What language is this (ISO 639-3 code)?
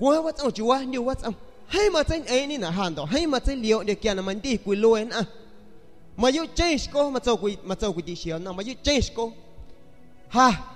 azg